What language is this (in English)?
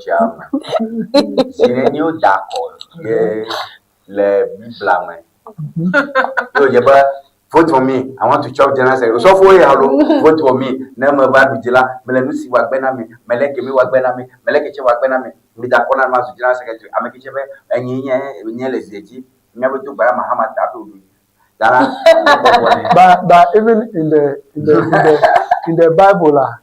Ewe